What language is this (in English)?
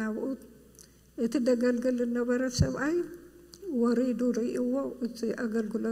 Tigrinya